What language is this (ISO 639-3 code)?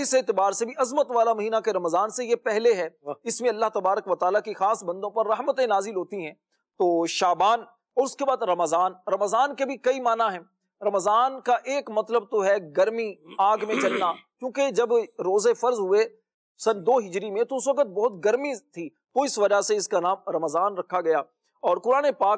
urd